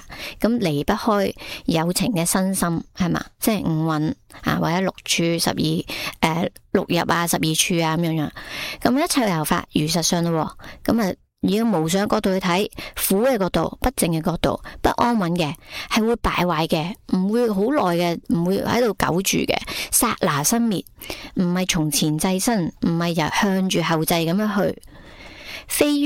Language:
Cantonese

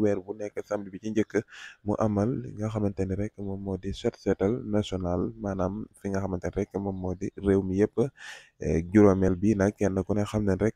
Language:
Wolof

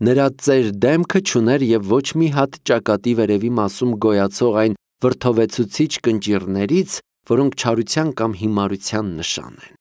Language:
Armenian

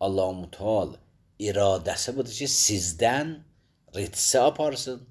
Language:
Azerbaijani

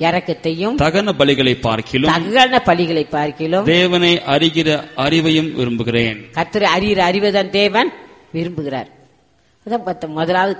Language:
Tamil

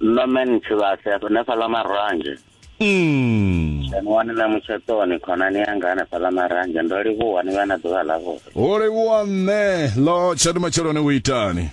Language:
Venda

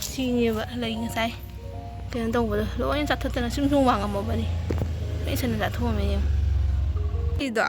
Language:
Manipuri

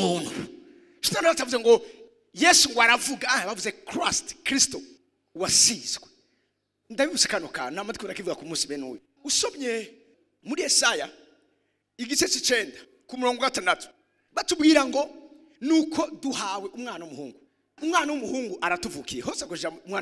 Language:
Rundi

